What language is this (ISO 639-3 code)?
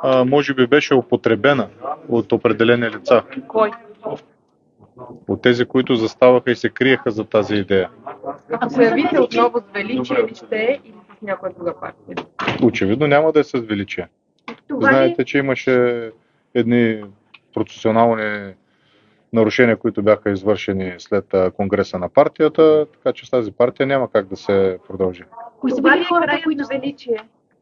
bul